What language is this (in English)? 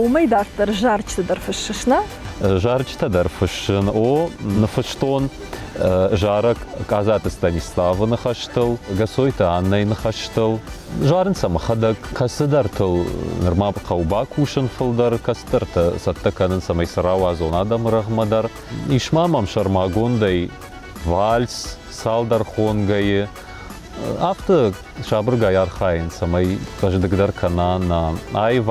Ossetic